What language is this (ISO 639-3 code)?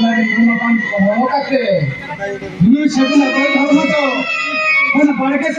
sat